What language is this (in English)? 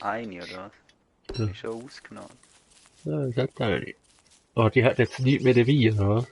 Swiss German